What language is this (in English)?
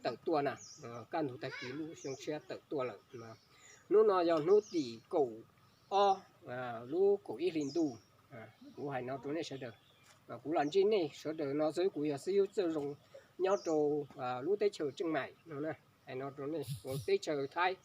Hmong